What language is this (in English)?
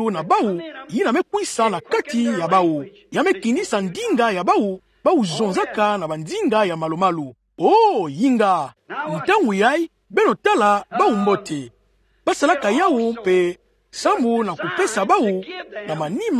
Kituba (Democratic Republic of Congo)